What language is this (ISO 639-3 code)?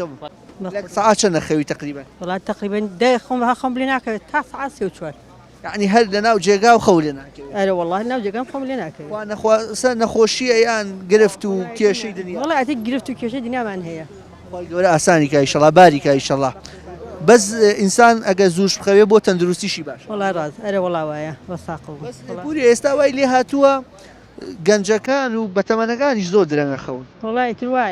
ckb